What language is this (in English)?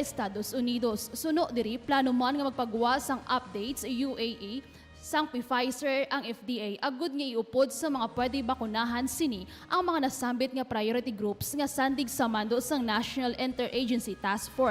Hiligaynon